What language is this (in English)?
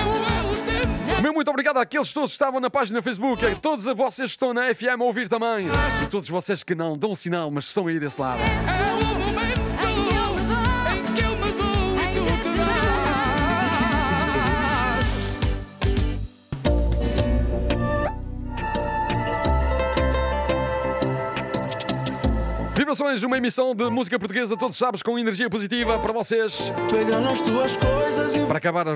Portuguese